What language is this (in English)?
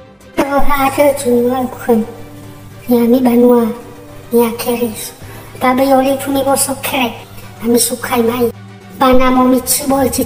Nias